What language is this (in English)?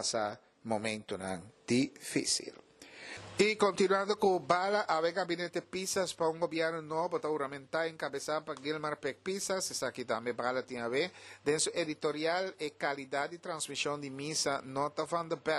Papiamento